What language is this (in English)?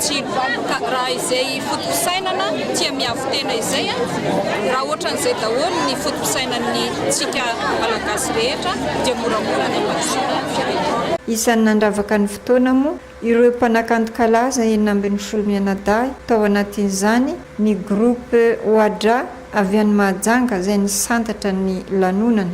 Malagasy